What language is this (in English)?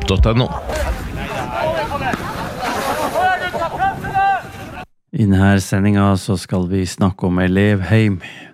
Norwegian